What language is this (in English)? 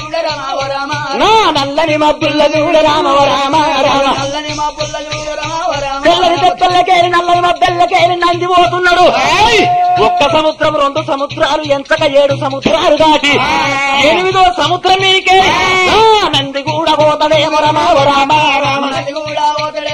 Telugu